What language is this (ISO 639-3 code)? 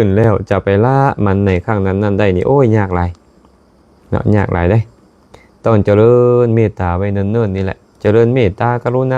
lao